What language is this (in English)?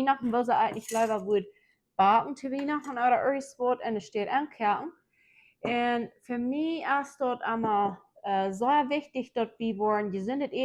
Plautdietsch